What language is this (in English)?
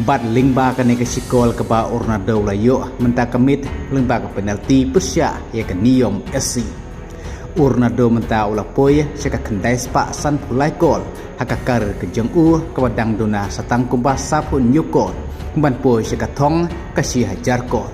Khasi